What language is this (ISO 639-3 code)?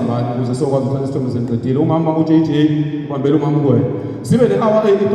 zul